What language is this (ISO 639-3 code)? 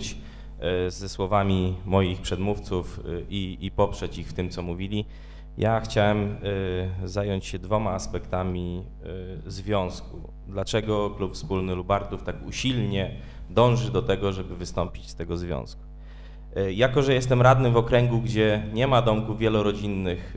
pol